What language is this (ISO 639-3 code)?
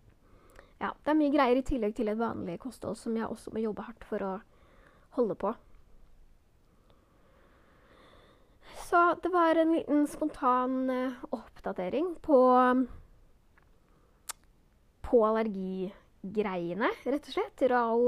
nor